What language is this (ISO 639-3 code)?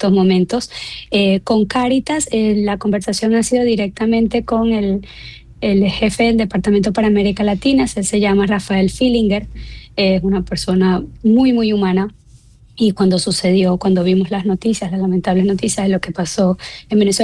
spa